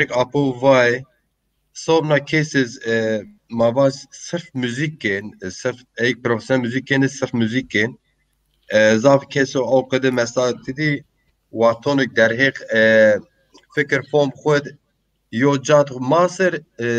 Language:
Zaza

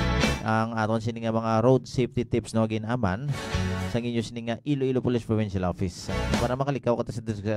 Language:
Hiligaynon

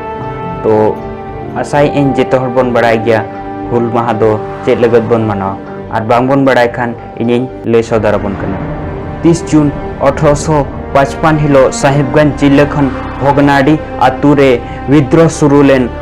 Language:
Santali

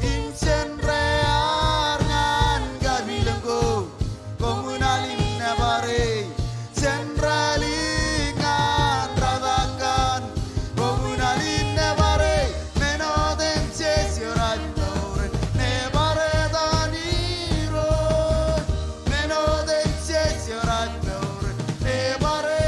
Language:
Marshallese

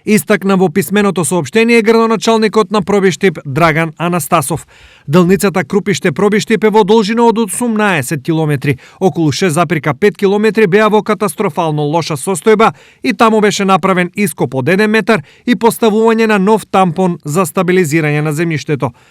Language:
Macedonian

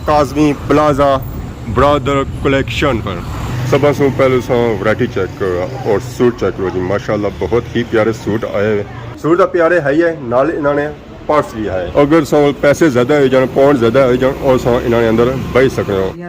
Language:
Pahari-Potwari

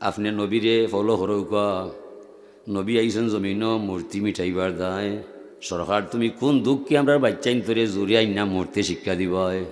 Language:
Sylheti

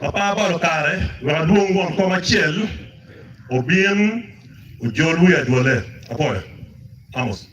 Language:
Acoli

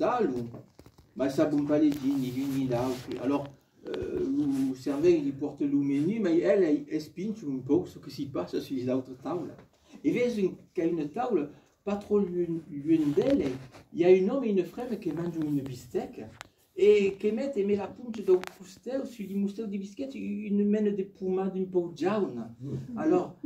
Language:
Occitan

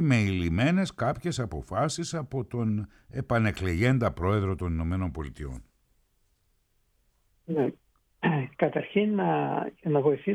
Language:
Greek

